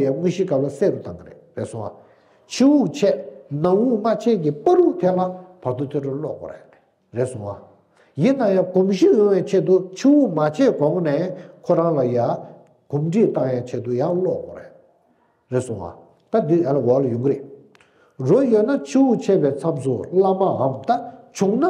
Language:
Tibetan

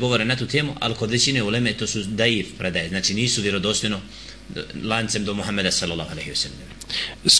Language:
Bosnian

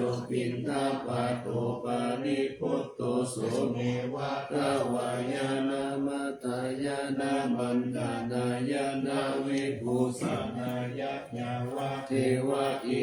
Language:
Pali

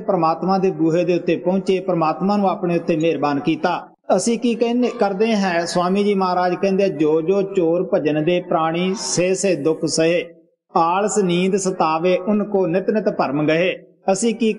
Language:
Punjabi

